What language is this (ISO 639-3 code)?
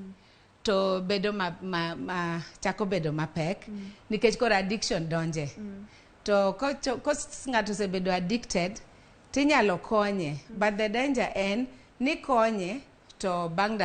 luo